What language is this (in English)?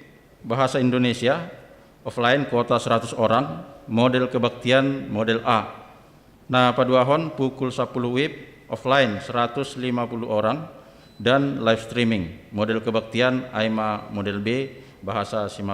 Batak Simalungun